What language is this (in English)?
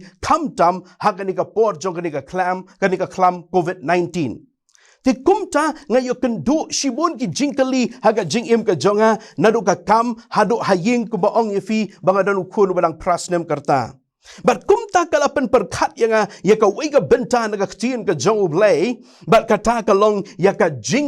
Khasi